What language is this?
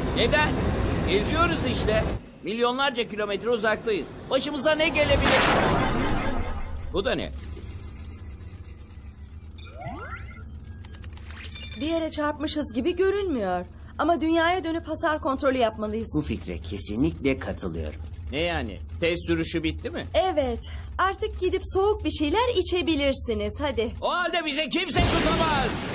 Turkish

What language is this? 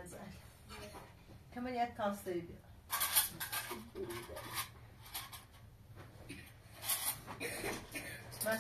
Persian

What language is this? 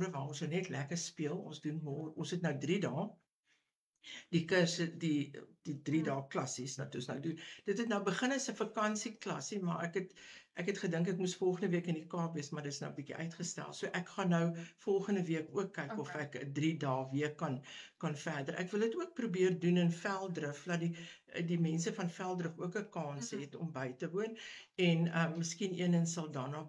Afrikaans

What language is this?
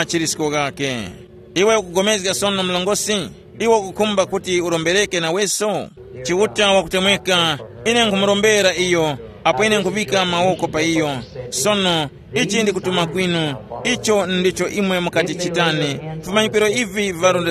Tumbuka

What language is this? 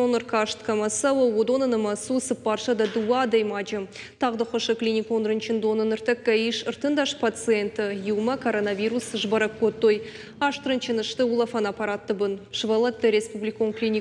Ossetic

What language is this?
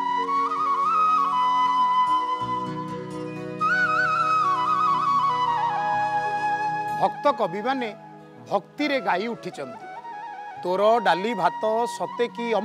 Odia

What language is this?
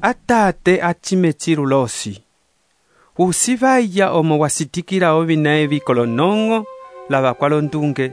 Umbundu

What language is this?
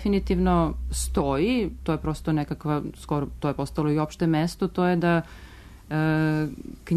Serbian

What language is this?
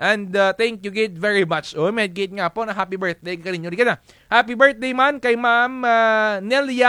Kinaray-a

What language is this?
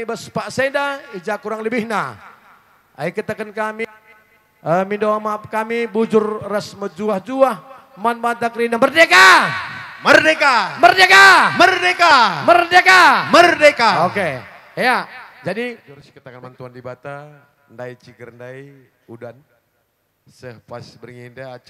Batak Karo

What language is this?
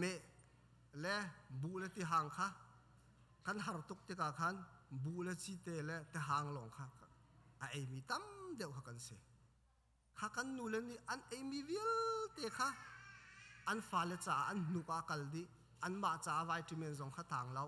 Hakha Chin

